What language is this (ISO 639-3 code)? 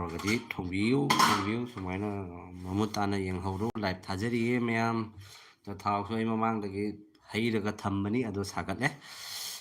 mni